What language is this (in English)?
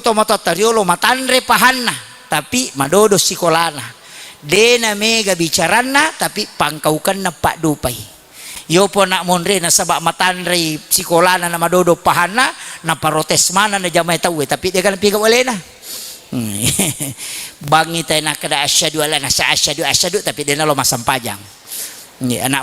Buginese